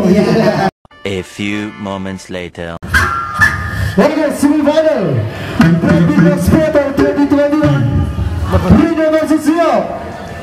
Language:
Indonesian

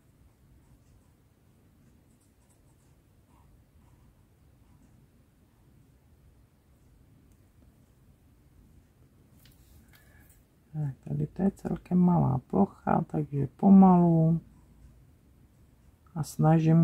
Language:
Czech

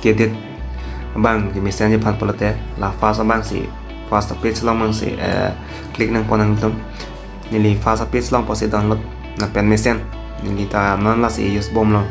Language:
Karbi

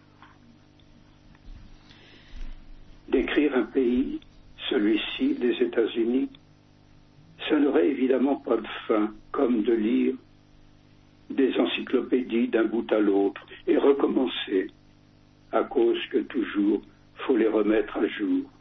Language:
French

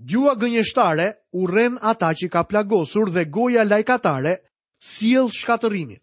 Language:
Albanian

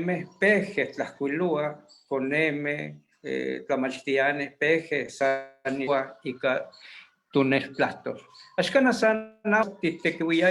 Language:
Eastern Huasteca Nahuatl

